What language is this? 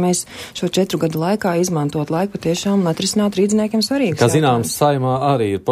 Latvian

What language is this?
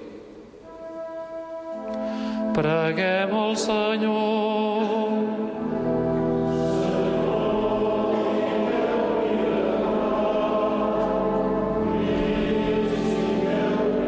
Catalan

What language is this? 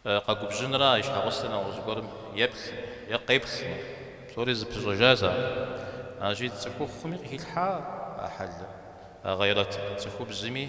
Kabardian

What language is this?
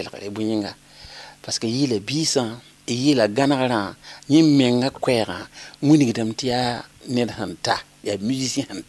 Mossi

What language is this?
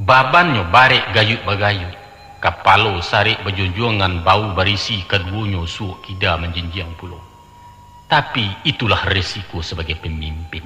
Minangkabau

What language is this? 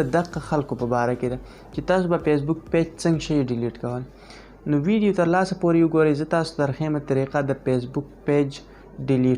Pashto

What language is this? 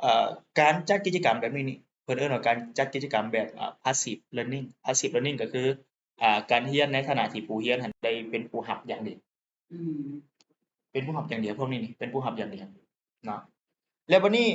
Lao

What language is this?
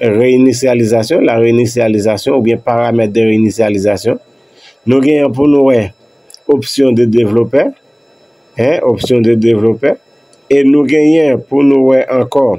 Haitian Creole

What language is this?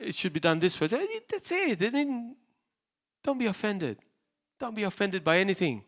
English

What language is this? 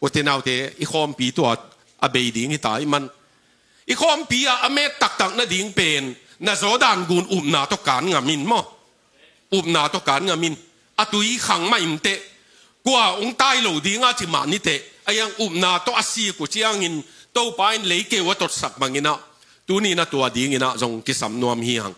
Tedim Chin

